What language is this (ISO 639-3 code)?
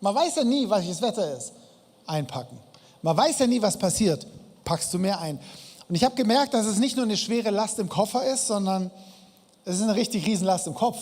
gsw